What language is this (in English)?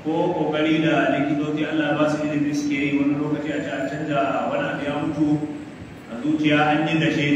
Hausa